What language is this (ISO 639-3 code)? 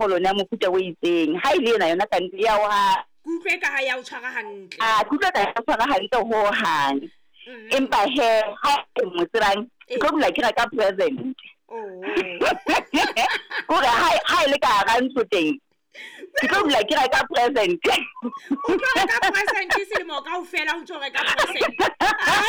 sot